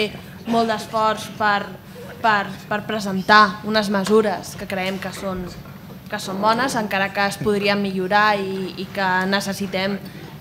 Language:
Catalan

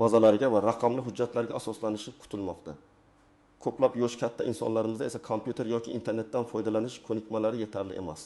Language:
Uzbek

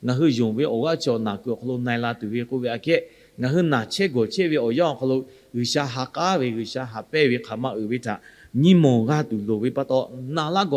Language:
Lahu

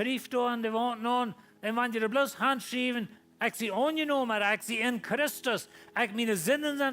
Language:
Plautdietsch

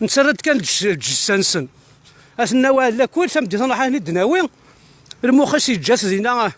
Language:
Kabyle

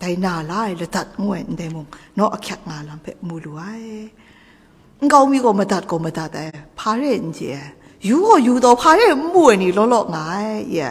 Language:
Kachin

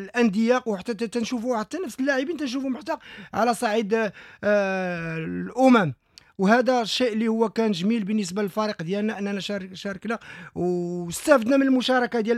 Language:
Moroccan Arabic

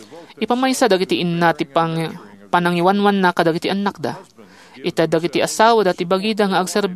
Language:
Iloko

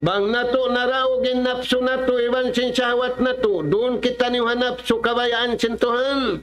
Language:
Tausug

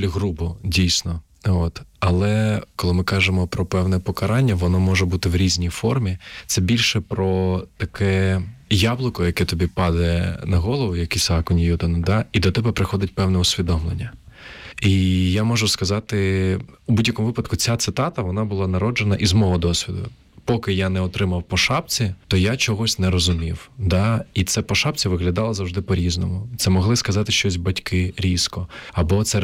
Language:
Ukrainian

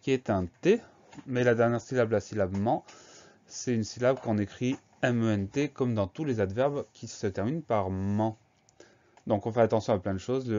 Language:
French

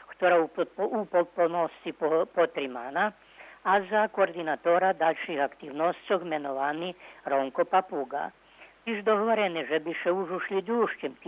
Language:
Rusyn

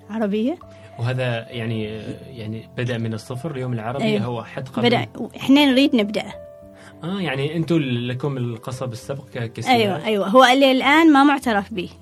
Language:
Gulf Arabic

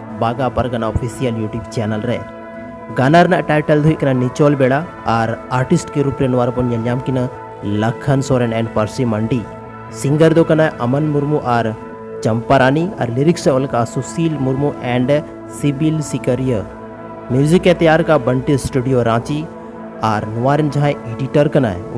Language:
Santali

